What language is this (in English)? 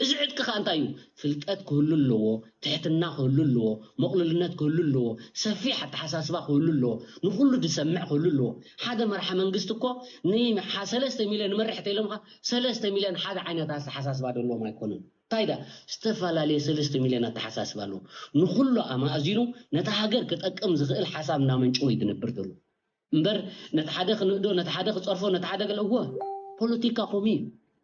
Tigrinya